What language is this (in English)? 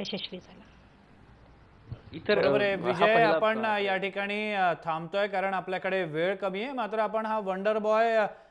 Marathi